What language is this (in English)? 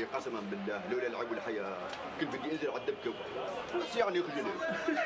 North Levantine Arabic